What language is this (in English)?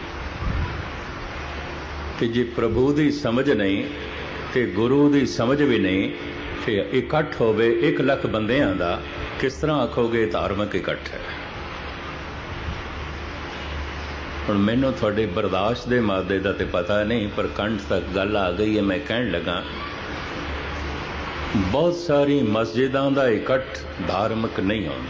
Punjabi